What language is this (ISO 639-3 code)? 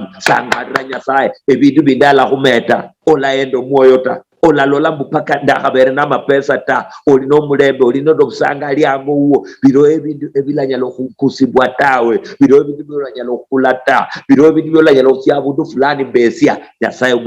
luy